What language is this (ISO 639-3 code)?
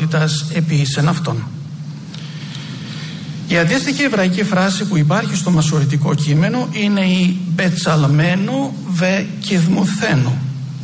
ell